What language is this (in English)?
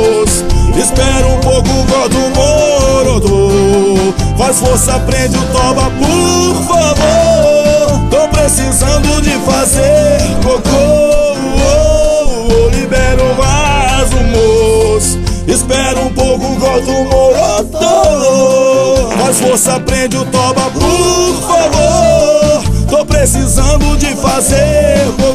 Portuguese